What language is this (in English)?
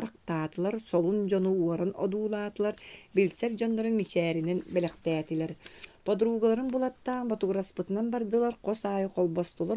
Yakut